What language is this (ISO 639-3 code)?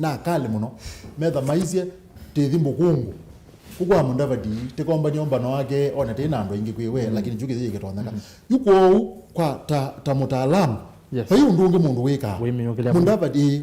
kam